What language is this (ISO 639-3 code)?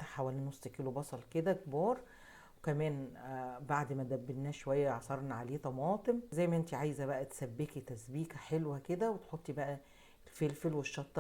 arz